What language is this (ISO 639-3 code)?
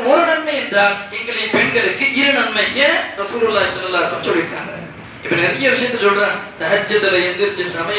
tam